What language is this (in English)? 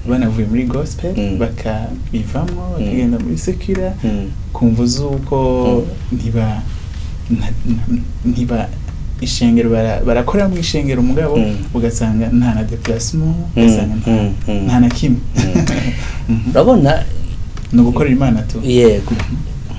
Rundi